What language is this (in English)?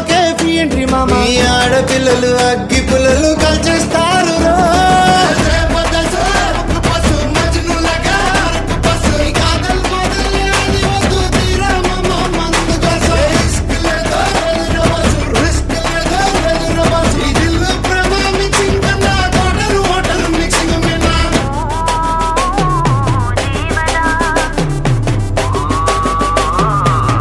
Telugu